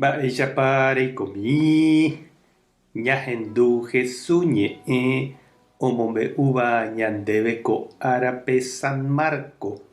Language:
Guarani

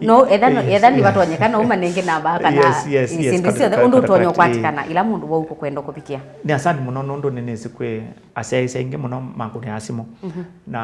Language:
Kamba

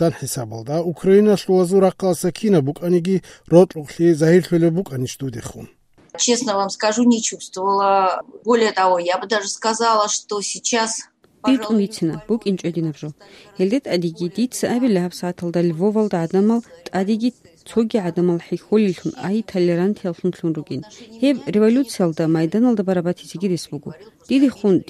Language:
Avaric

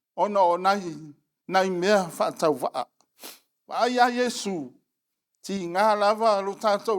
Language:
Samoan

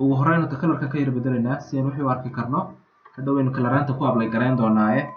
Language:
Somali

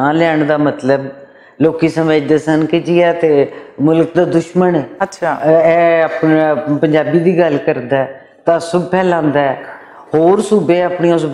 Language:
Western Panjabi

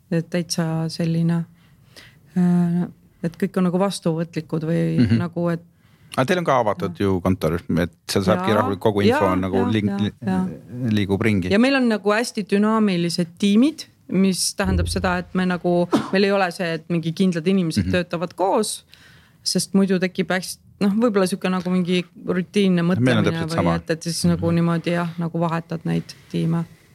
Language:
Estonian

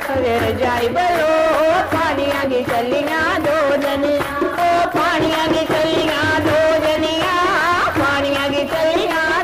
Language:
Dogri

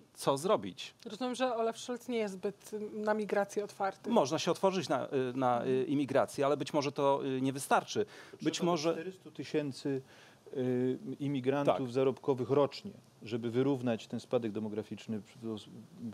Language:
Polish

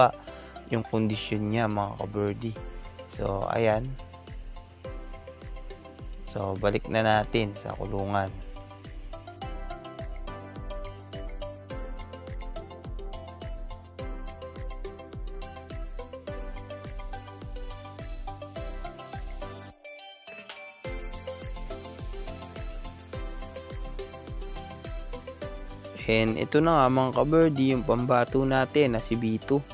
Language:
Filipino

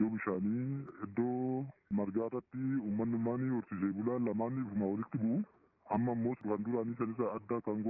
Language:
Oromo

